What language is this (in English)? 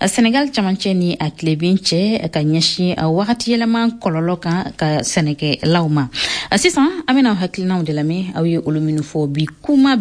Bambara